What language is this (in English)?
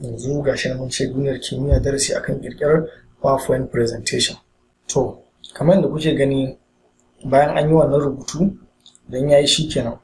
Hausa